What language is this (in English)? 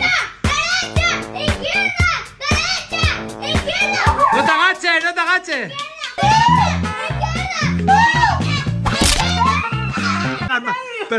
Spanish